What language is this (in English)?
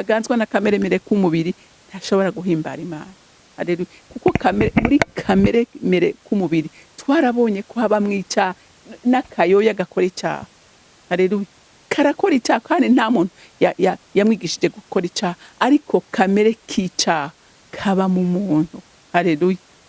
Rundi